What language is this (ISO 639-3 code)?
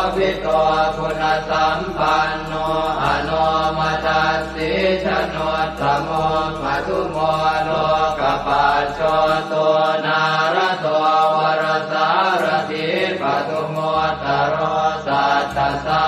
pli